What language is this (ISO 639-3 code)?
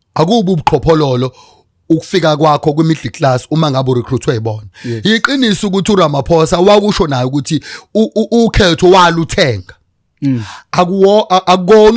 zul